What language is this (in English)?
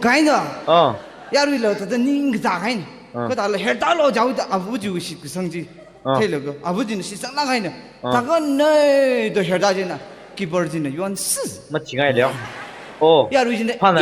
Tangkhul Naga (India)